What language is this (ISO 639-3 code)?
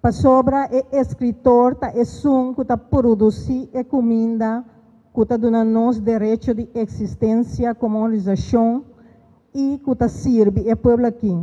pap